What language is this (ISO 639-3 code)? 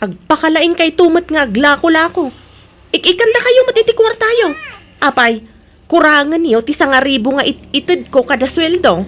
ilo